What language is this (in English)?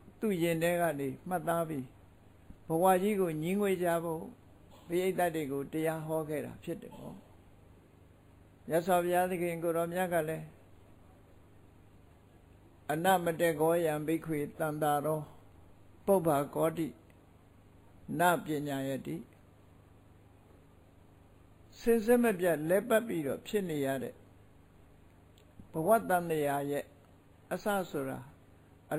Burmese